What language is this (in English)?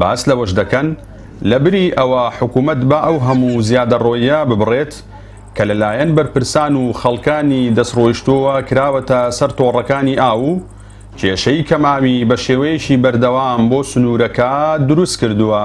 Central Kurdish